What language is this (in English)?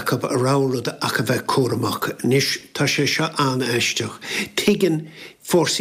Irish